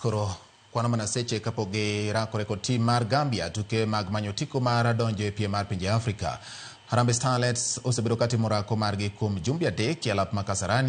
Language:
Luo (Kenya and Tanzania)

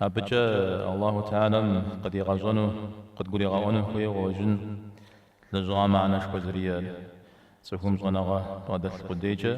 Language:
Kabardian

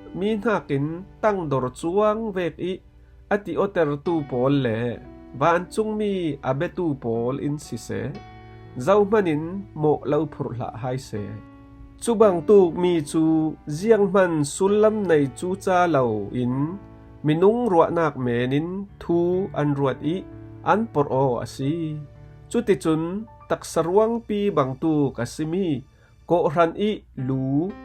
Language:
Falam Chin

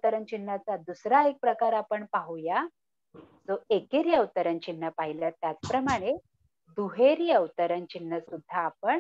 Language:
Marathi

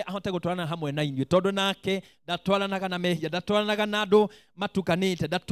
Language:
Kikuyu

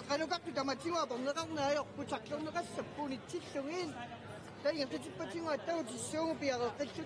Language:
Kalaallisut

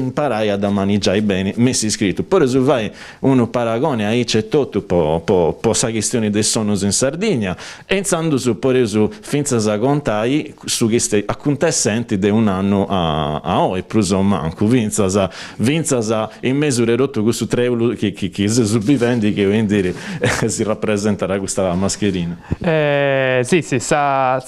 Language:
Sardinian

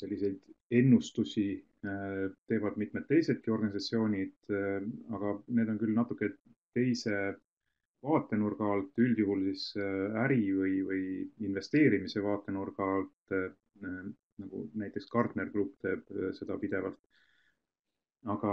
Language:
Estonian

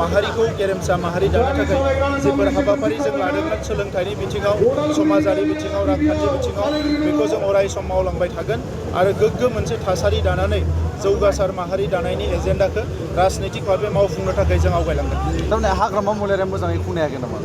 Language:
Bodo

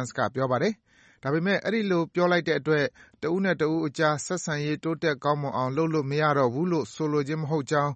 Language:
Burmese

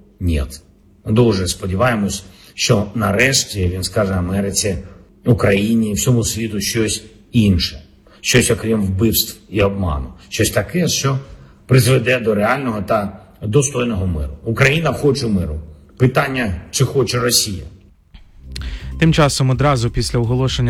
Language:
Ukrainian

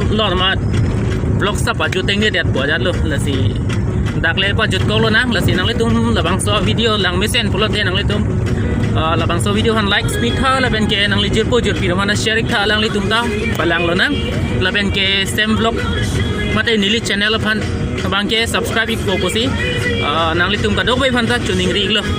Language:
Karbi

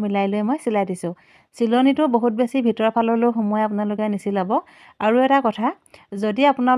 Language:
Assamese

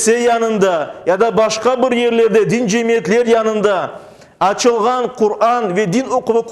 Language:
Crimean Tatar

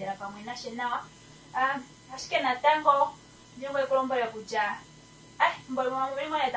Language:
Kuanyama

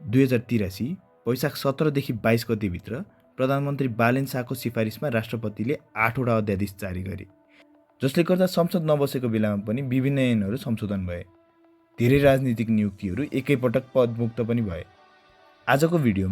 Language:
Nepali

